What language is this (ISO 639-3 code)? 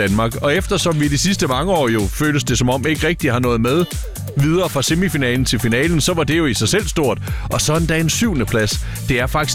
dan